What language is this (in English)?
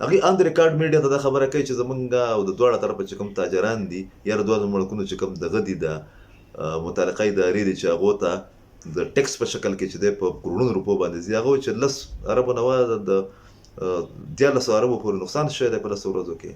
Pashto